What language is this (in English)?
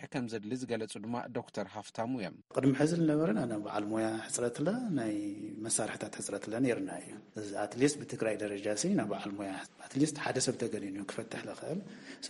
Tigrinya